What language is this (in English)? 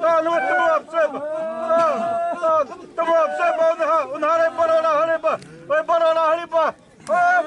Xavánte